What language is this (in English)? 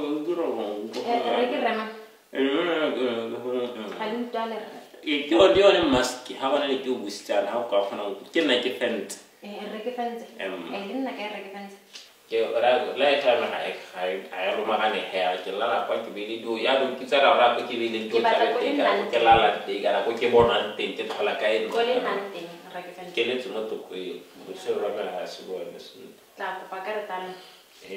Tswana